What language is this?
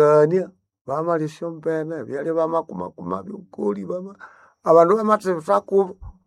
Nande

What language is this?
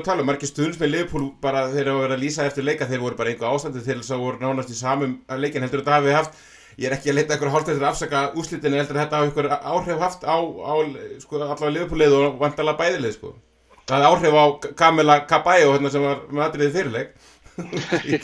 Icelandic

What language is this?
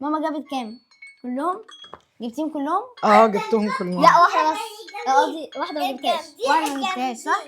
Egyptian Arabic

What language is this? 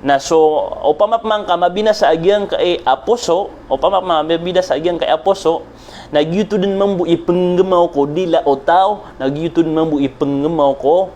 Maranao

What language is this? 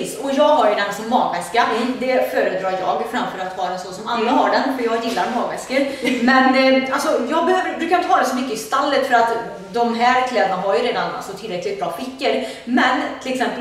Swedish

